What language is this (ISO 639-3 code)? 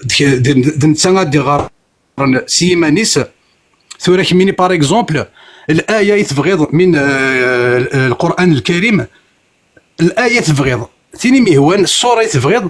kab